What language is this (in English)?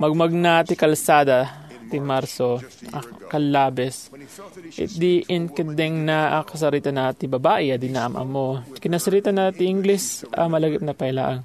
Iloko